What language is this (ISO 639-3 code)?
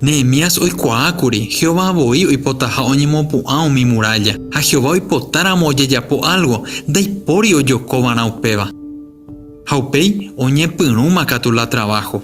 grn